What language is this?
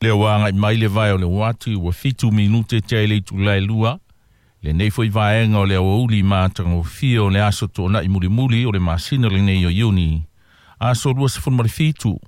Samoan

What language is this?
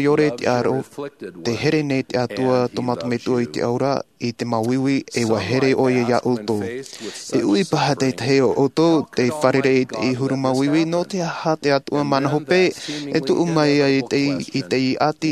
Tahitian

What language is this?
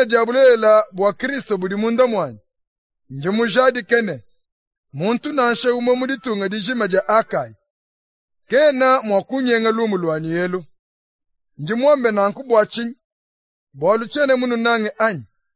Luba-Lulua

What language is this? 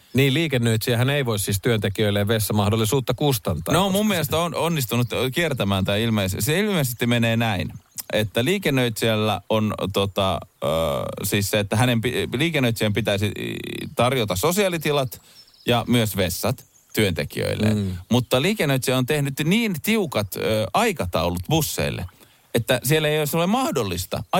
Finnish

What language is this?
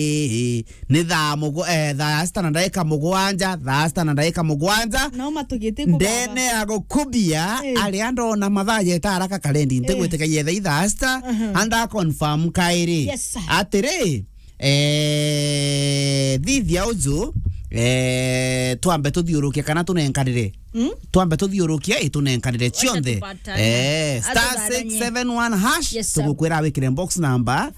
Meru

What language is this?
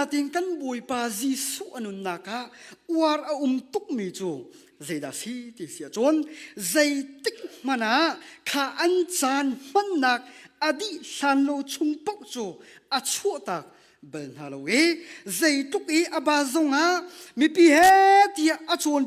Hakha Chin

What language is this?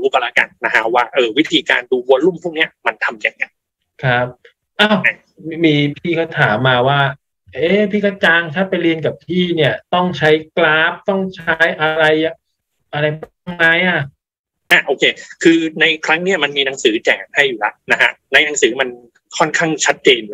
Thai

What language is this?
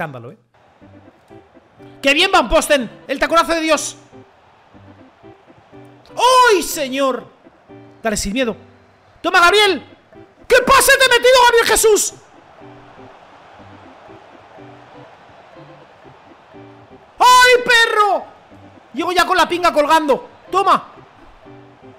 Spanish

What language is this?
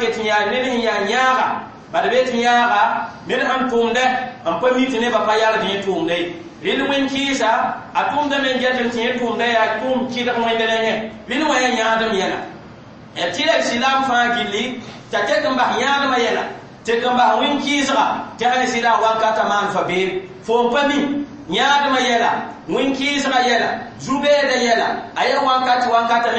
Mossi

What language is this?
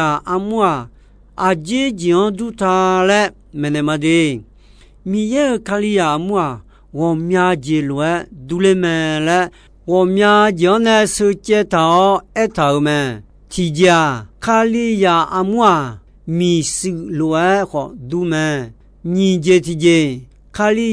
Akha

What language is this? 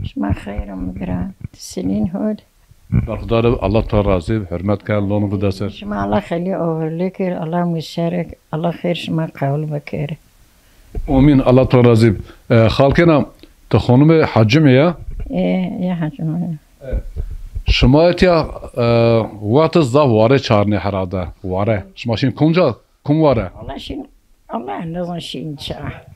Zaza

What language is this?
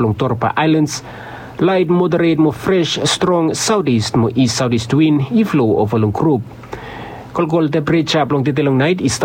Bislama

